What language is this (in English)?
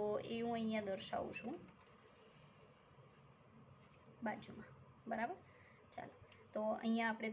Gujarati